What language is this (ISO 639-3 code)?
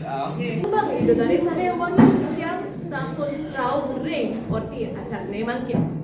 ban